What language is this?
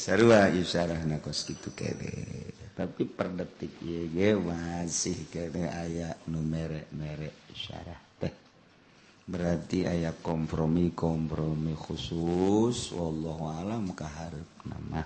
Sundanese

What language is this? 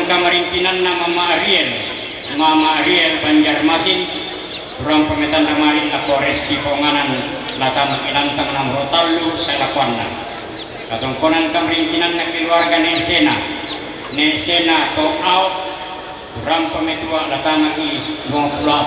Toraja-Sa'dan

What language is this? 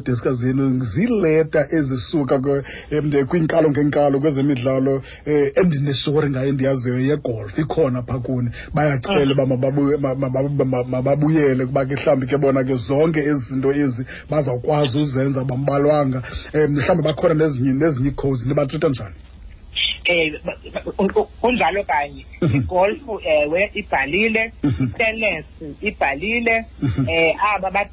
Xhosa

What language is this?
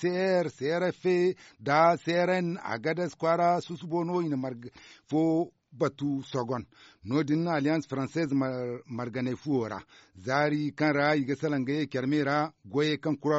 Zarma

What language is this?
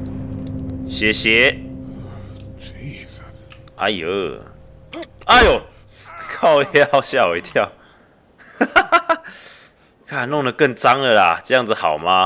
Chinese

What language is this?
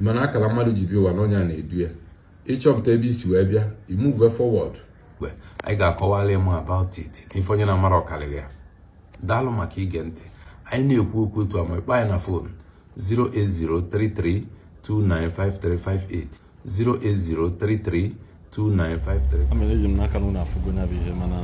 Igbo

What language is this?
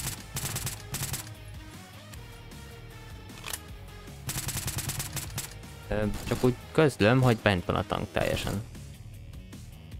Hungarian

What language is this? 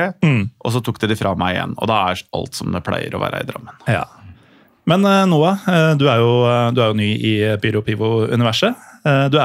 Norwegian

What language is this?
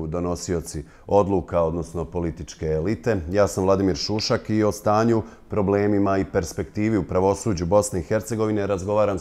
Bosnian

